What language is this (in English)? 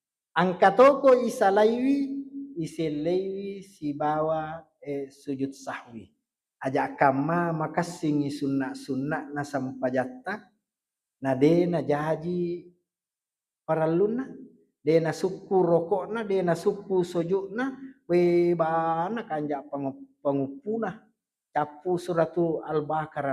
Buginese